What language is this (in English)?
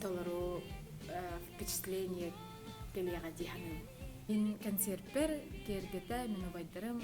Yakut